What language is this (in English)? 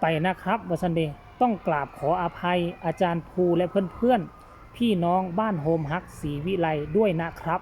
Northeastern Thai